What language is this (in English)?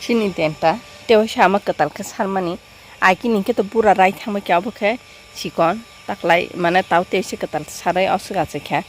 Kok Borok